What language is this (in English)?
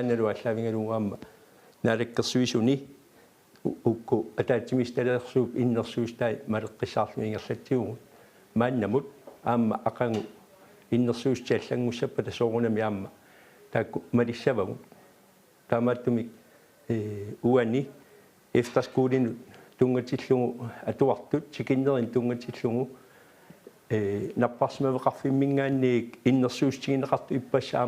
Kalaallisut